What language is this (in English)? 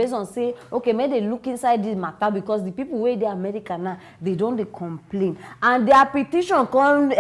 Nigerian Pidgin